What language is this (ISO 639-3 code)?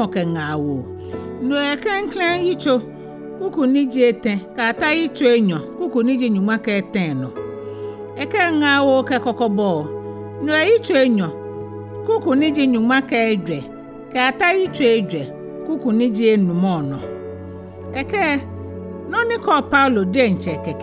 gaa